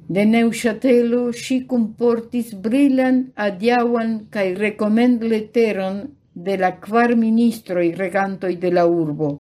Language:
Esperanto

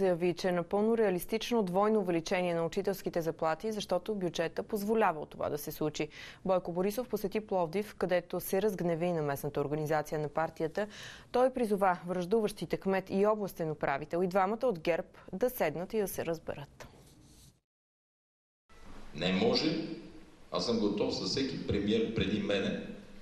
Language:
Bulgarian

